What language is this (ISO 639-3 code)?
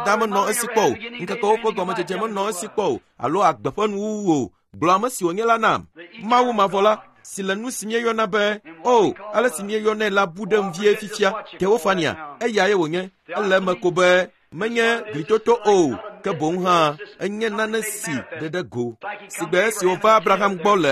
ewe